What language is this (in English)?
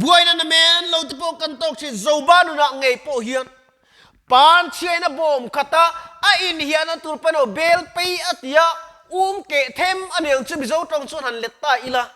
Mizo